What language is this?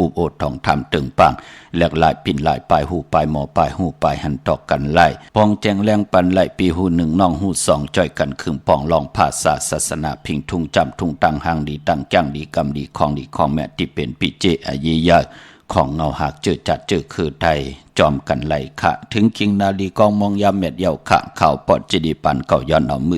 Shan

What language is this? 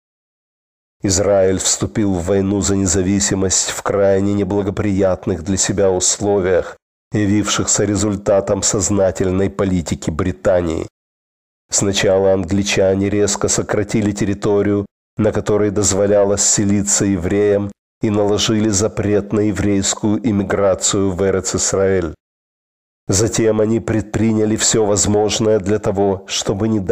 Russian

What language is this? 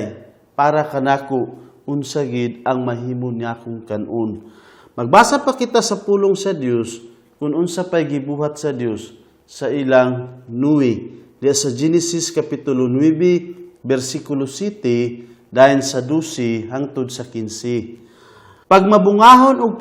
Cebuano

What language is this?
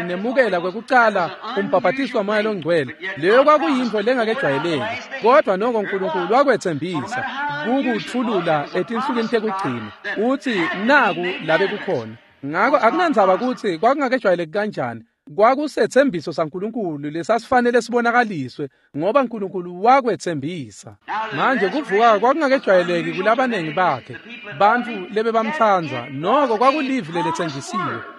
Swati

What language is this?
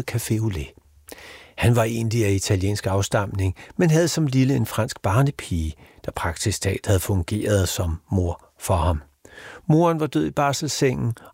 Danish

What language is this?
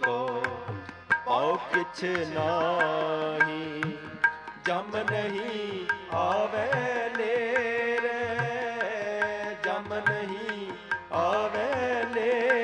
Punjabi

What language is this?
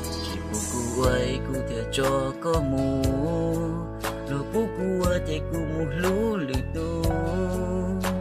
Hmong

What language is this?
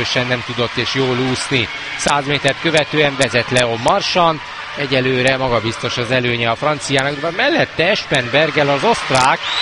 Hungarian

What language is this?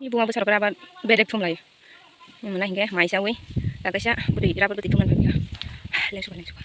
Kok Borok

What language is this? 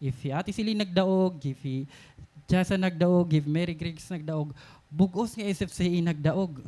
Waray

